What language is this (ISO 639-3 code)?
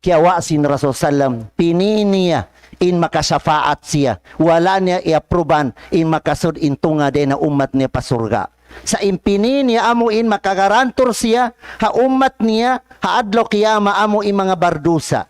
tsg